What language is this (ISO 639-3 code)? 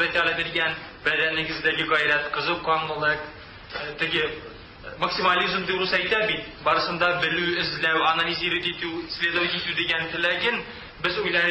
tat